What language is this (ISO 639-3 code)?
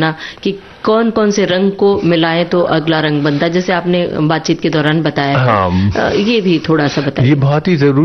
hin